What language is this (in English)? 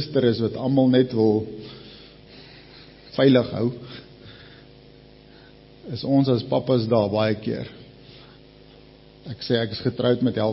Afrikaans